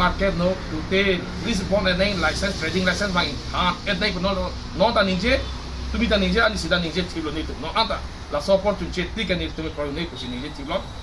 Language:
Karbi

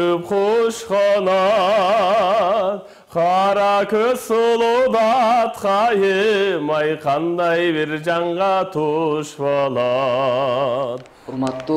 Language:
Kyrgyz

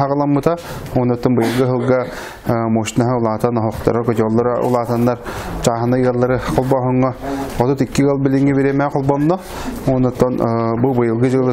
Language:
Yakut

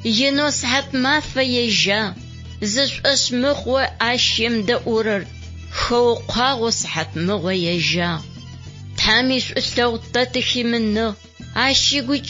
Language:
Adyghe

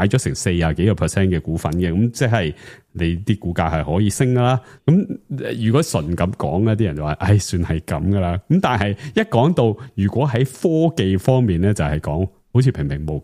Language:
Cantonese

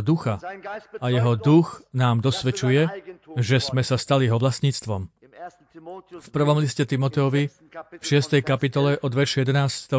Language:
Slovak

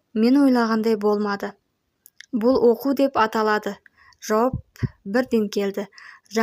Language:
Kazakh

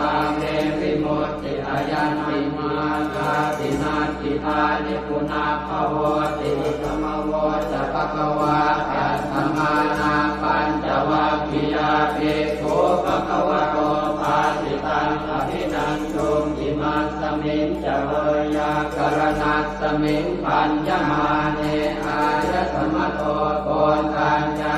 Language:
Pali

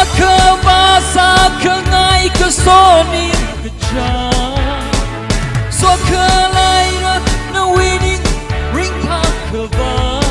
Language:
Tangkhul Naga (India)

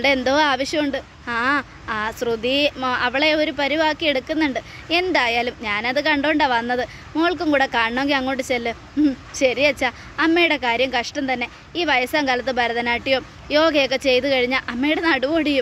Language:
Malayalam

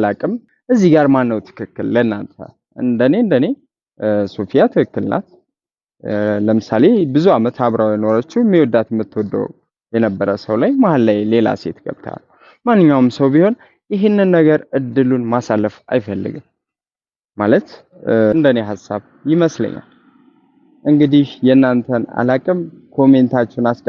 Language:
Amharic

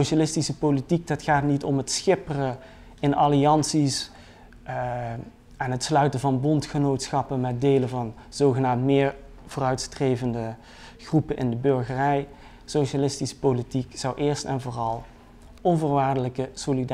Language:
Dutch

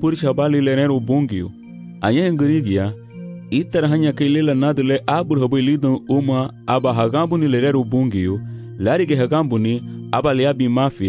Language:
Garifuna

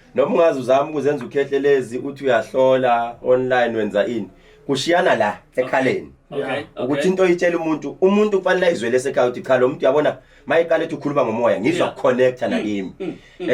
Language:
Zulu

